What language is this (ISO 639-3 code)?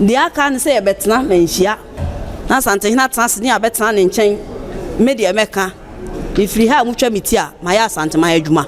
aka